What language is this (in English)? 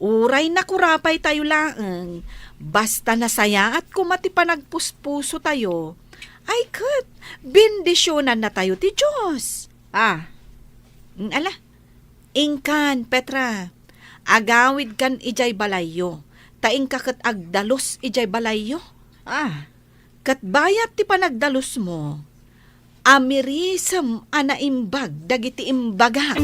Iloko